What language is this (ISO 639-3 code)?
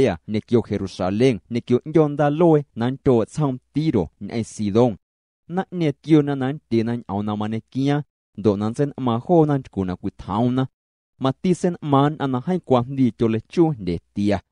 amu